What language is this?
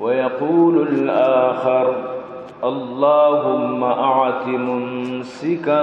Baluchi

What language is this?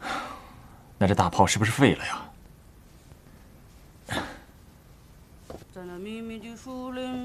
Chinese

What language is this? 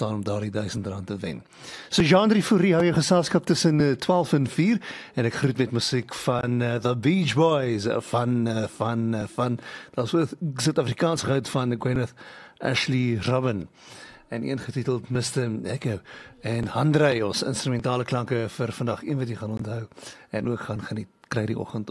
Afrikaans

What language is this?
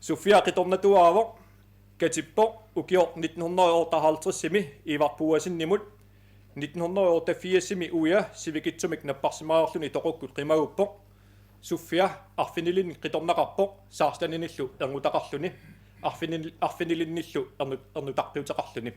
Kalaallisut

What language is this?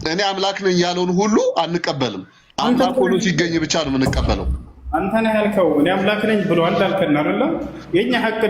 Amharic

